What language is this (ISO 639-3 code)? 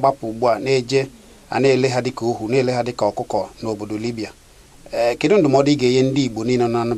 ibo